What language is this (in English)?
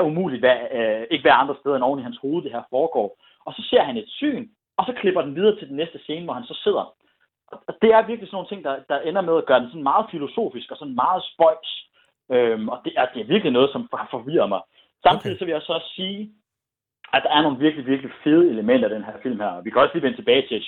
Danish